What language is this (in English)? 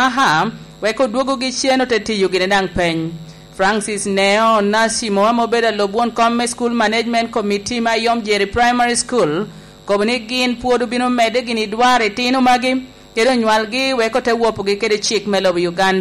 Lango (Uganda)